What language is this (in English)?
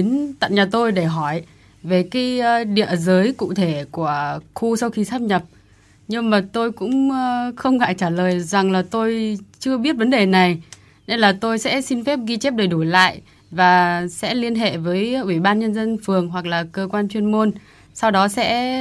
Vietnamese